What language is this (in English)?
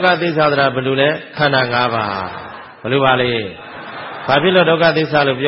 Burmese